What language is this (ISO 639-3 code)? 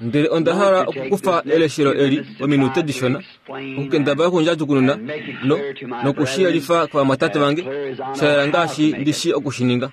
kua